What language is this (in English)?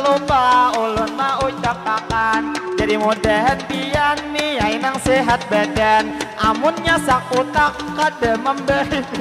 Banjar